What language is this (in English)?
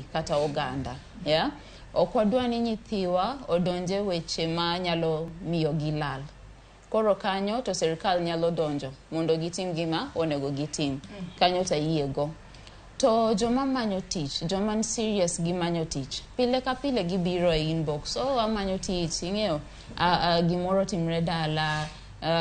Luo (Kenya and Tanzania)